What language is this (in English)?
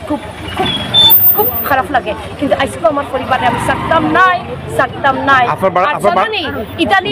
Sylheti